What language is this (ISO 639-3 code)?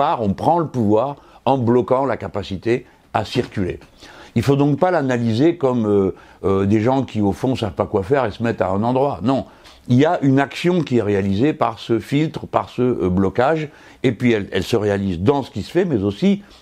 fra